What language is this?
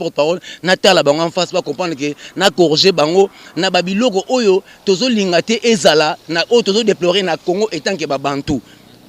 Lingala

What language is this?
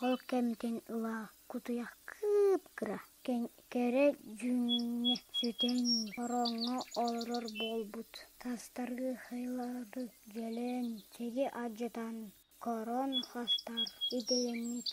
Yakut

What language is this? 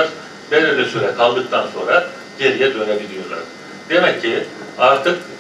Turkish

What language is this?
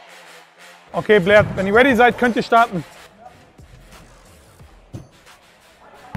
German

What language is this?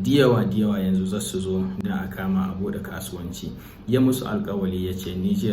Hausa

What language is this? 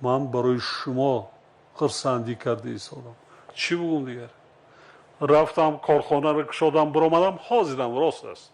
Tajik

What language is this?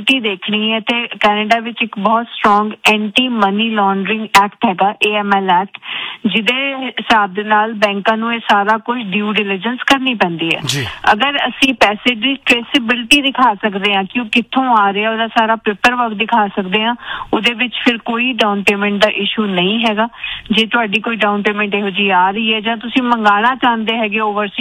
Punjabi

